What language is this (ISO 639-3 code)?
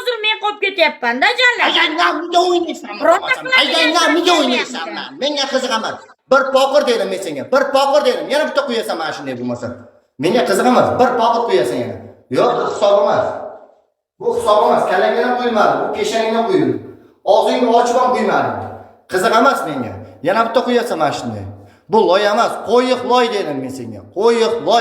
uzb